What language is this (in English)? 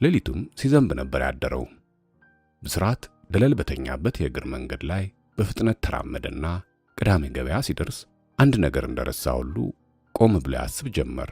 Amharic